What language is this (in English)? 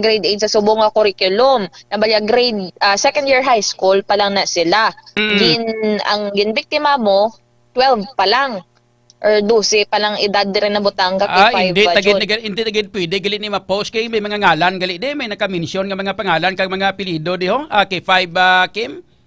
Hiligaynon